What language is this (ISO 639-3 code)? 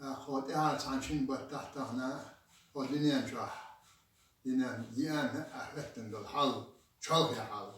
che